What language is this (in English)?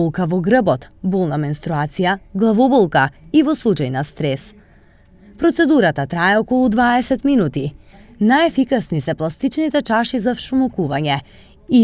Macedonian